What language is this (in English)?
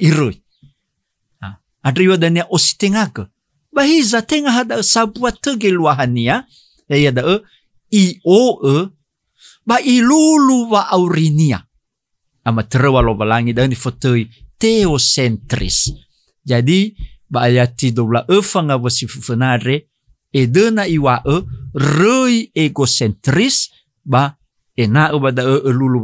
Nias